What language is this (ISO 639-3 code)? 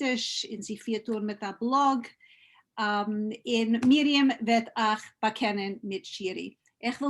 yid